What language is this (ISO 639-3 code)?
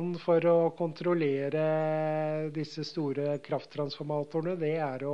nor